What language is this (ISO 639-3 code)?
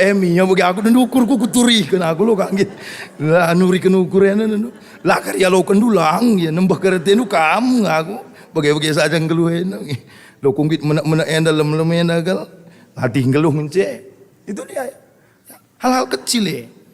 btx